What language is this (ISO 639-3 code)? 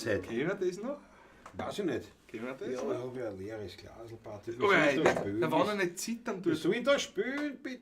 bar